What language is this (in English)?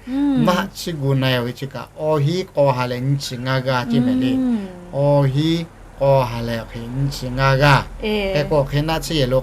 Lahu